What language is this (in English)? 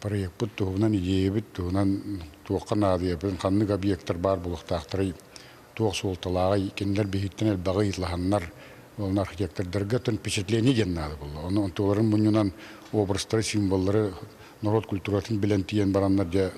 Yakut